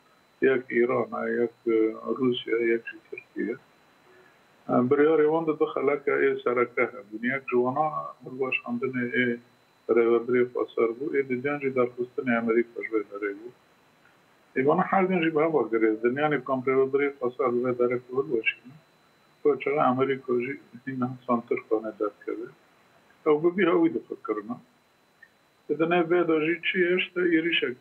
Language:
Kurdish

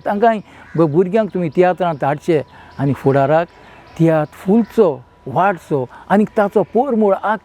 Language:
Konkani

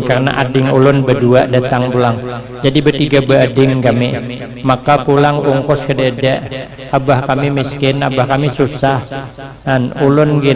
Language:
Banjar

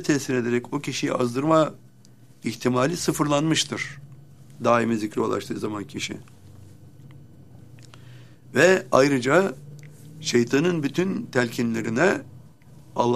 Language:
Turkish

